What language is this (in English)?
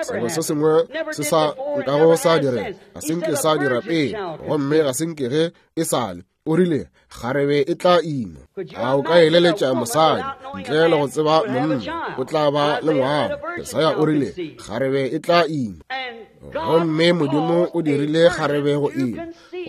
Northern Sotho